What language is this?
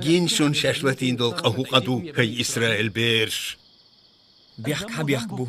Chechen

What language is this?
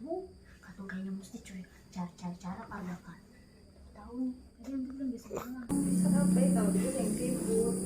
Ambonese Malay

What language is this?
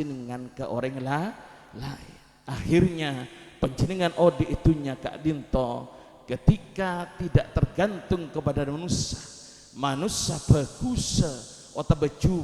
Madurese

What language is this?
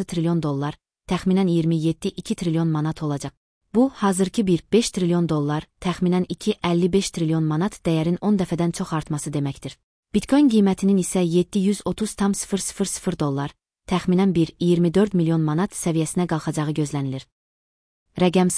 Azerbaijani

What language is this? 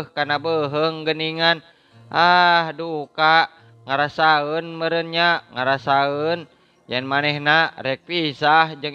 Sundanese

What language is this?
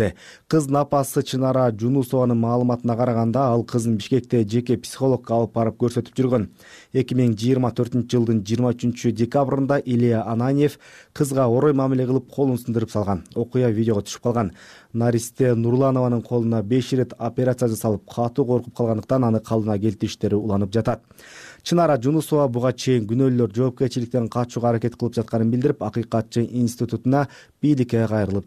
Kyrgyz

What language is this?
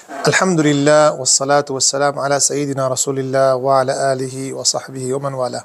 Kurdish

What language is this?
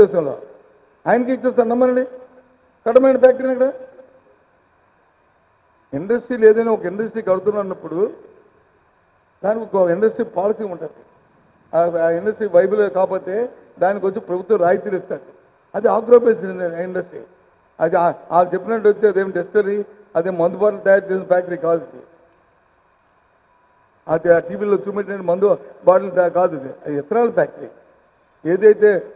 Telugu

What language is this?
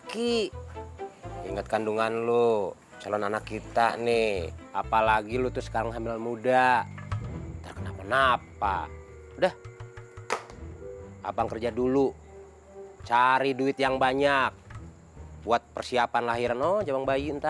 Indonesian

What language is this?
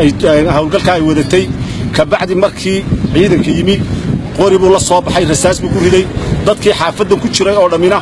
Somali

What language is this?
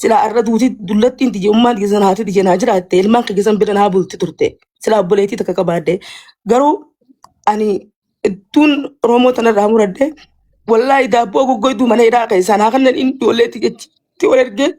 Oromo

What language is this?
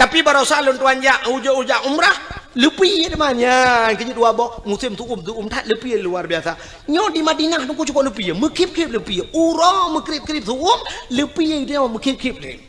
Achinese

